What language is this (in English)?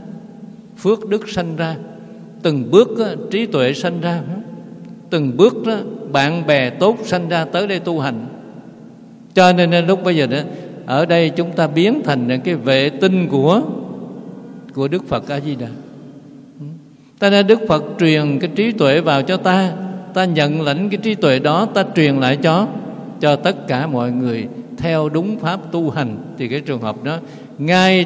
Vietnamese